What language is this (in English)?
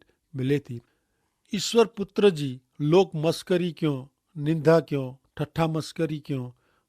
Kachhi